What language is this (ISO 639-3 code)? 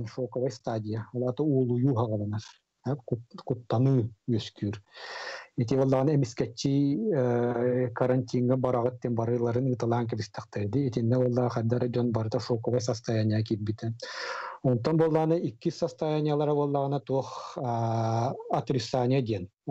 sah